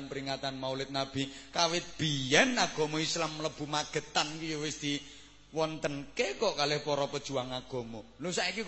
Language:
Javanese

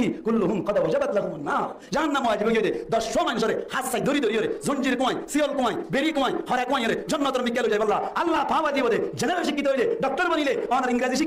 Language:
Rohingya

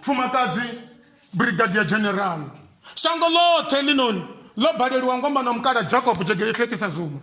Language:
Venda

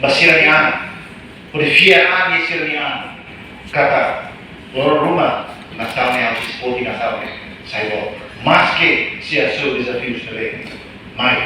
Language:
Tetum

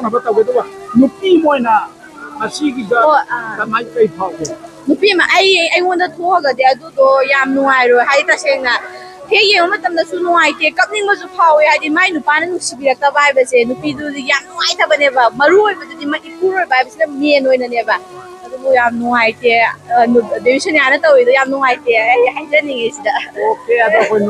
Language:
Manipuri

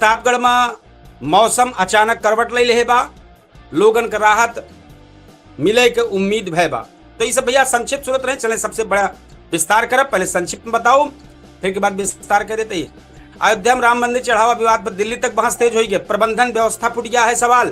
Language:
Awadhi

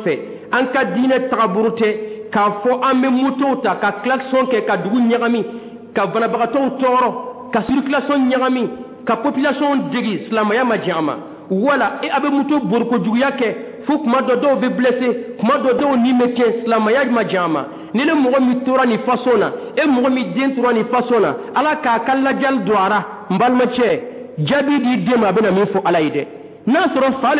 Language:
Dyula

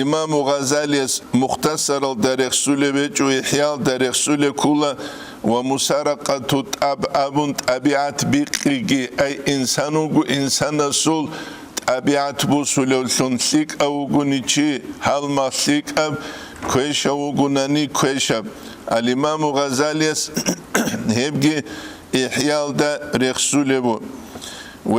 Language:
Avaric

